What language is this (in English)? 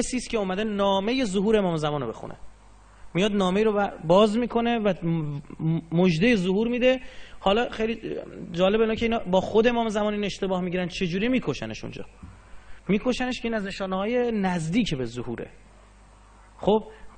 Persian